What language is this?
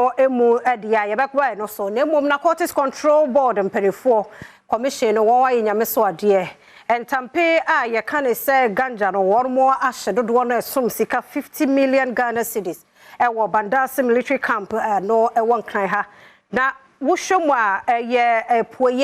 Akan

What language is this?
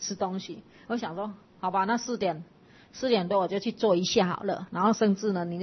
Chinese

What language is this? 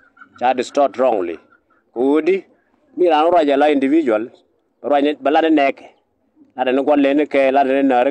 Nuer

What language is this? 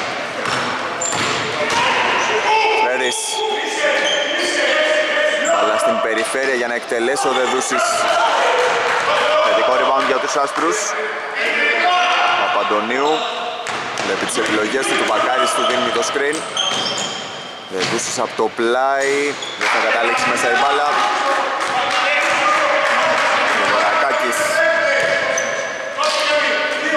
Greek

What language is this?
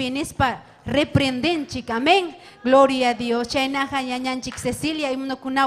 Ayacucho Quechua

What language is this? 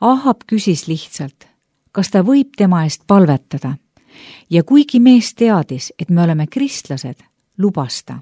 Estonian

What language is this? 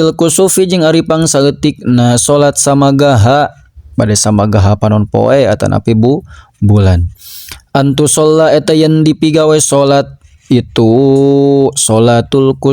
Sundanese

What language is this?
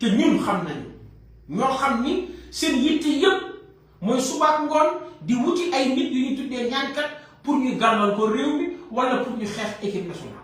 Wolof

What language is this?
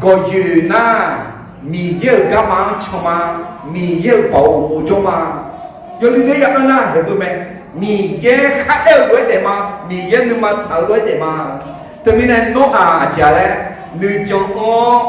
Akha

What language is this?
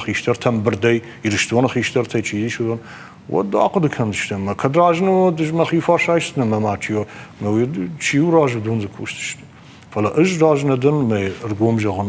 Ossetic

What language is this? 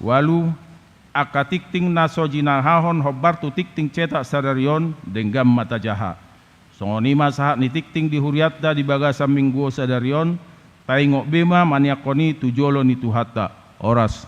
Batak Toba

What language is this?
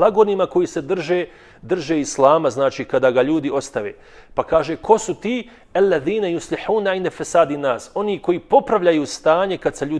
Bosnian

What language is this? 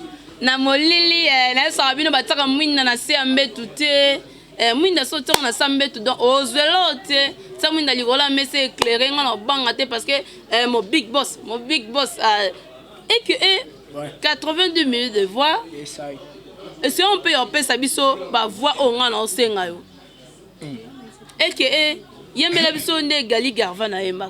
Lingala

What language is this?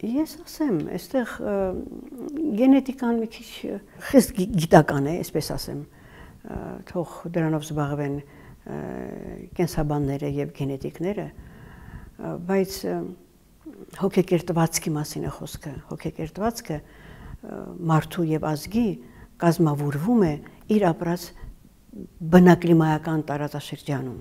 Armenian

